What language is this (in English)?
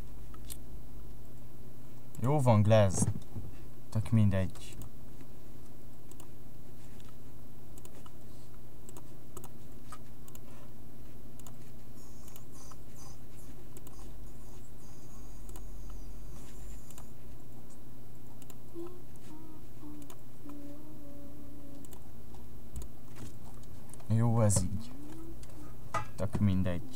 Hungarian